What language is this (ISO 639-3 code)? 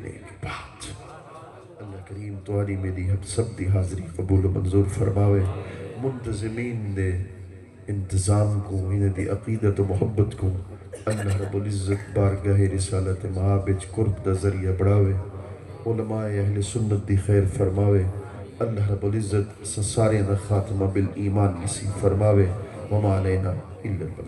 skr